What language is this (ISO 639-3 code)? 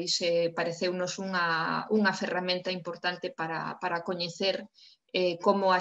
glg